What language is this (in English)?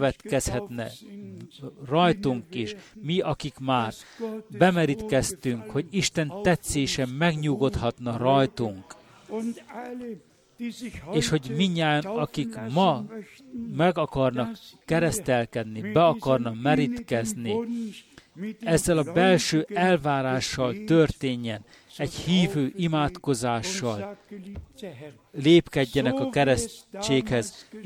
Hungarian